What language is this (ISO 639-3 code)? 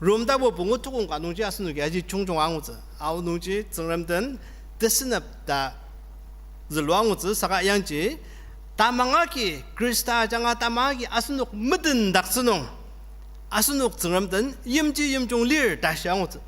njo